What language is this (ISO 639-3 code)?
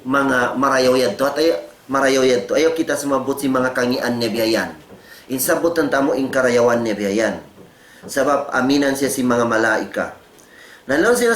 tsg